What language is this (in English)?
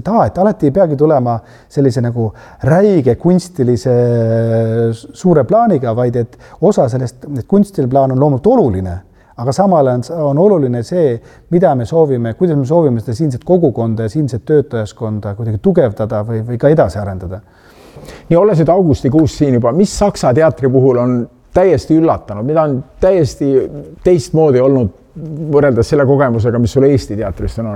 Estonian